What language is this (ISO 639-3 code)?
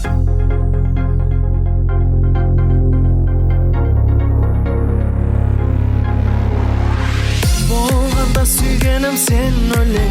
kaa